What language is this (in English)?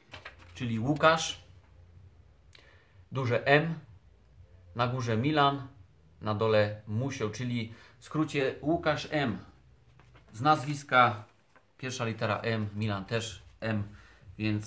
Polish